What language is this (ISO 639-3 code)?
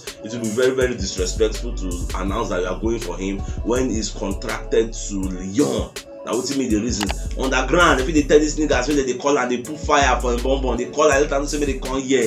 pcm